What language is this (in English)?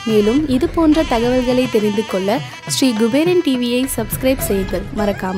Tamil